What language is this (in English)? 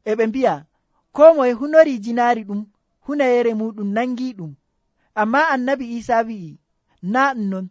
Nigerian Fulfulde